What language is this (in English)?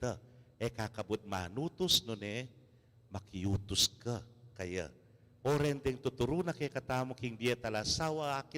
Pampanga